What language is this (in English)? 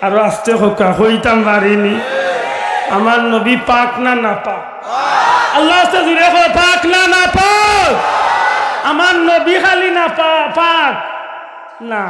Sylheti